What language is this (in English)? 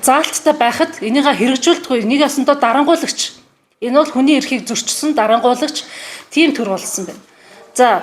Mongolian